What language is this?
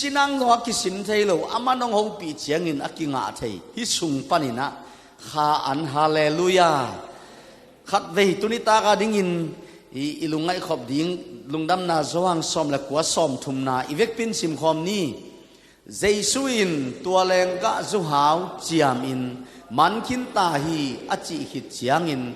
Tedim Chin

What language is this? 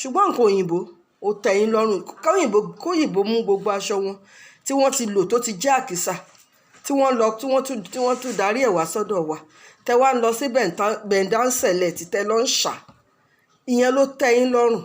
Yoruba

